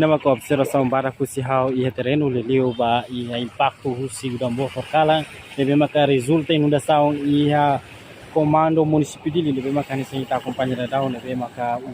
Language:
Tetum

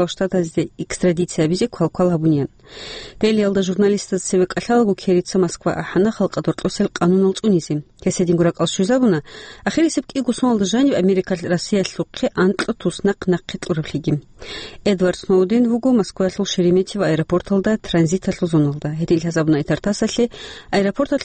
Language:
Avaric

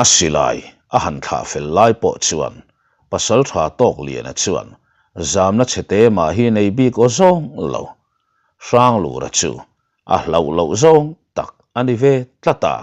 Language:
Mizo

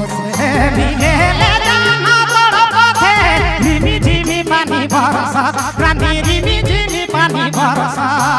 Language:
Sadri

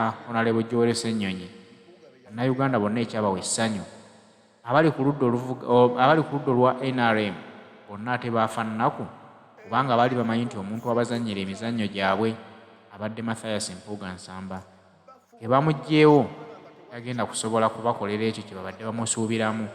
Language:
Ganda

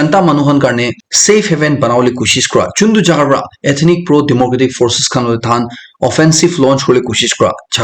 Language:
Naga Pidgin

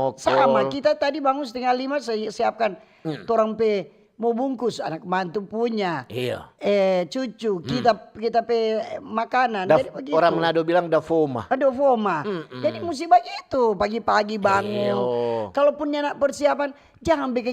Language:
Manado Malay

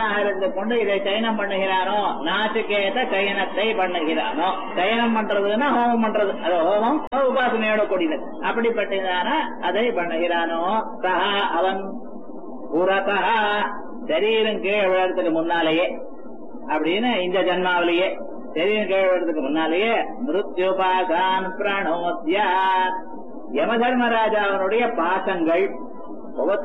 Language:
Tamil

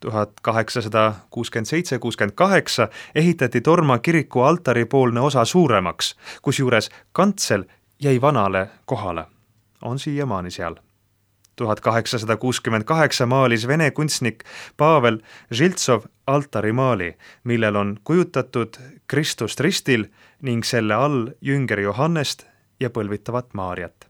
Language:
Estonian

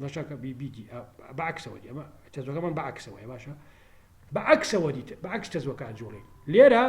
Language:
Central Kurdish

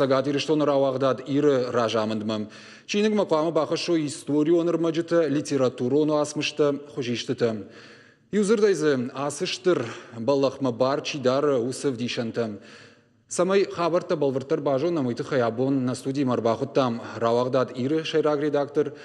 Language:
Ossetic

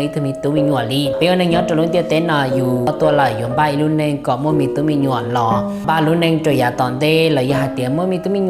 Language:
Hmong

